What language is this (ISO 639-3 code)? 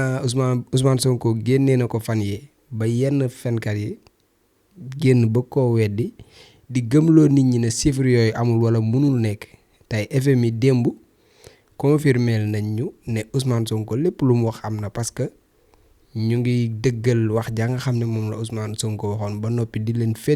wol